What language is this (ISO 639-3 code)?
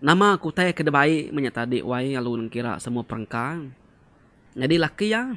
iba